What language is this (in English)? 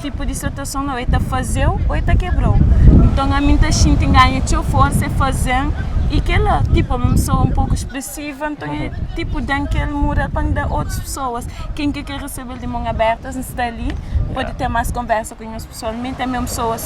Kabuverdianu